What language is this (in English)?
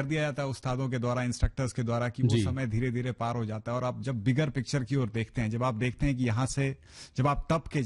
Hindi